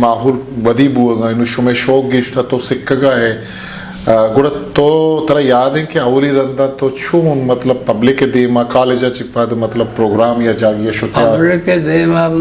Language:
Eastern Balochi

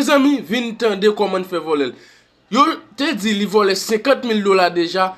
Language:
Haitian Creole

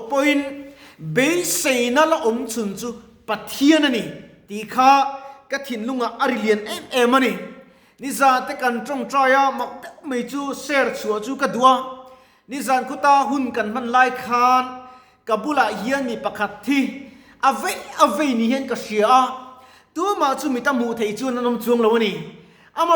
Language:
Mizo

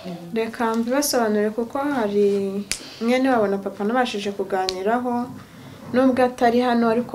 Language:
Kinyarwanda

